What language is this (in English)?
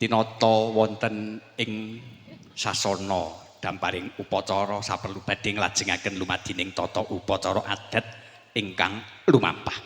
Javanese